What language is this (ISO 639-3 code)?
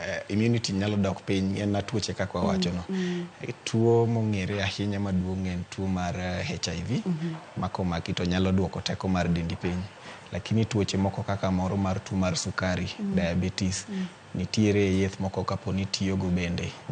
luo